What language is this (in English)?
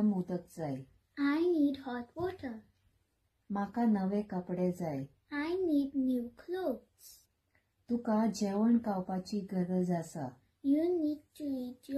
Konkani